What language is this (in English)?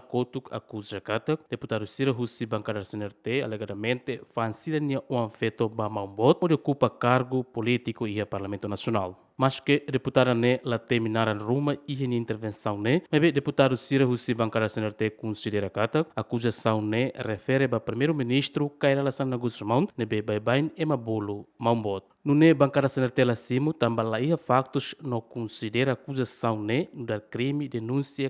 Tetum